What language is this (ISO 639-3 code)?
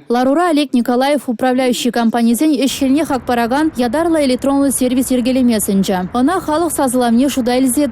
chv